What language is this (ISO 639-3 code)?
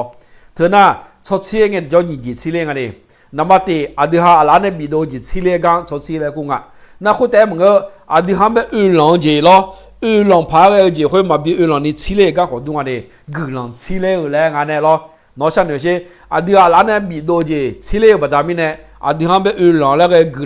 ahk